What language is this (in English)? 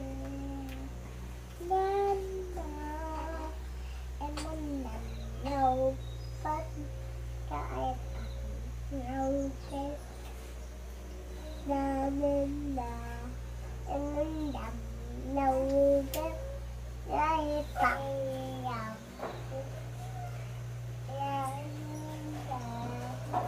Vietnamese